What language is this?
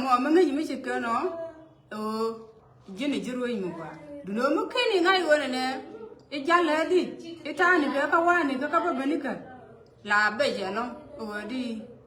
Nuer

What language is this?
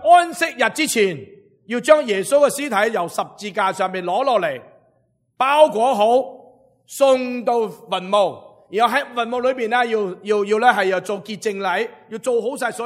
Cantonese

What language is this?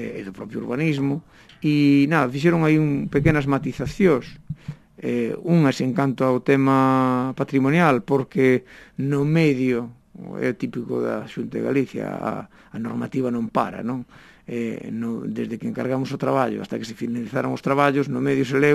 Galician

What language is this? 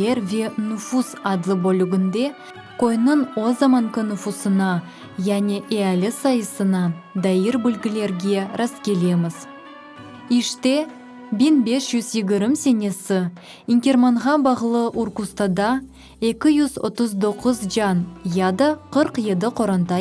Crimean Tatar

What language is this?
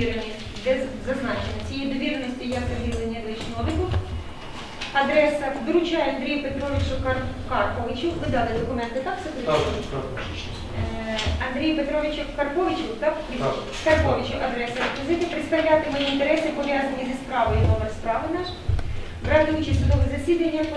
Ukrainian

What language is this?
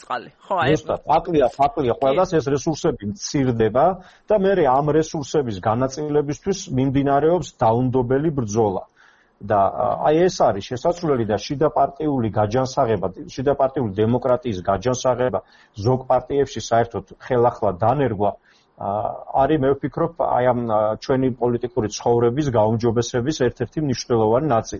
Georgian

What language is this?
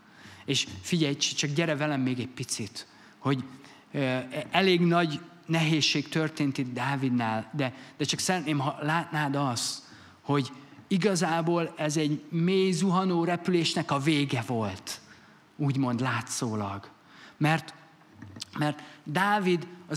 Hungarian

